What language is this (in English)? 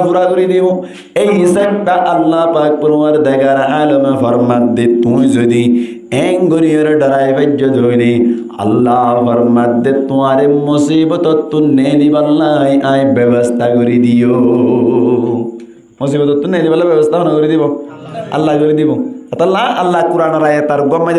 Rohingya